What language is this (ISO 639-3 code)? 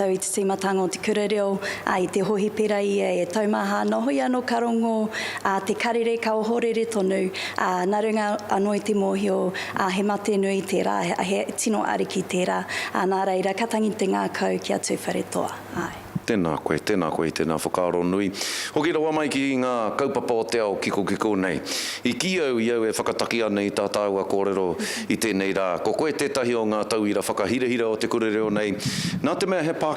mri